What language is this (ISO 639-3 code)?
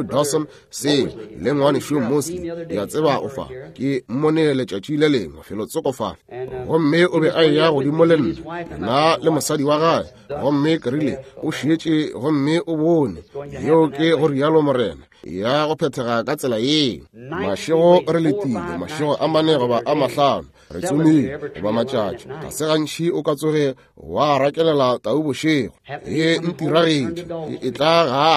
nso